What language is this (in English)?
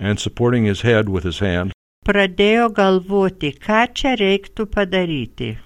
Lithuanian